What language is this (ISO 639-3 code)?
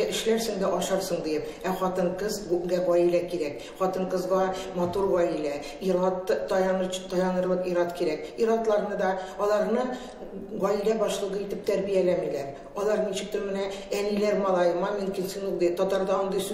tat